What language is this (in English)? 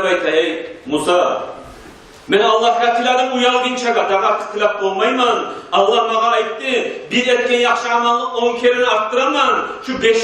Kumyk